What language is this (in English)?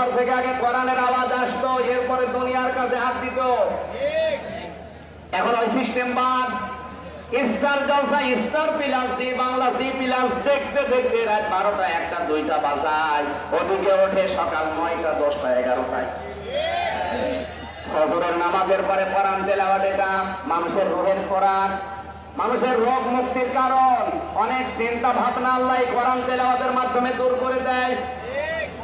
Bangla